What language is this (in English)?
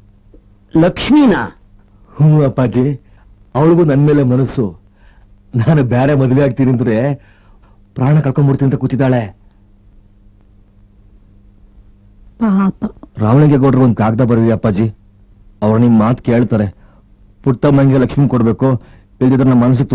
Kannada